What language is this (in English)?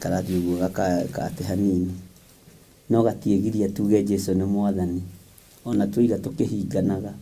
Kikuyu